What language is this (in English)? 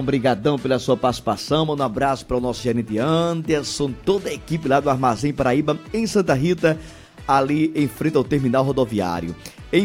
Portuguese